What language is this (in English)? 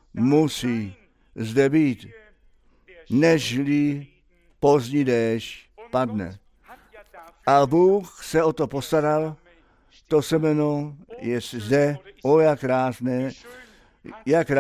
Czech